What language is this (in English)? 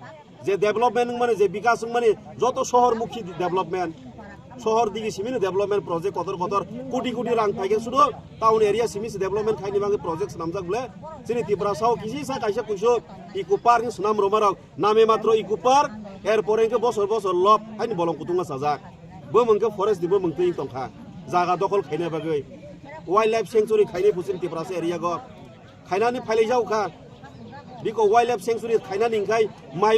Kok Borok